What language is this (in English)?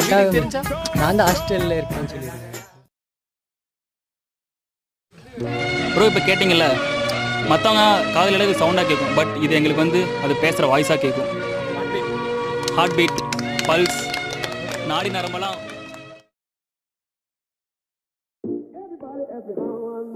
Tamil